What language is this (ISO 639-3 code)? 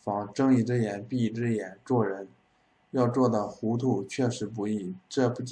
zho